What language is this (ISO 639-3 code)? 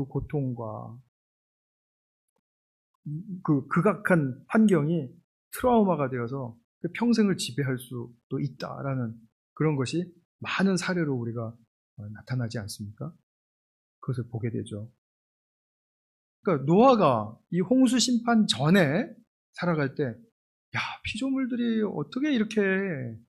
kor